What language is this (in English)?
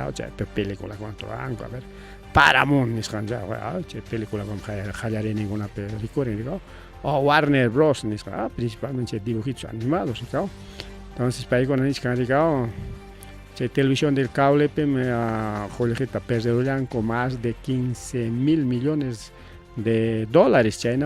Ayacucho Quechua